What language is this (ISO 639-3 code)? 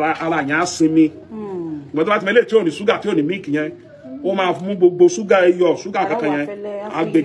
yor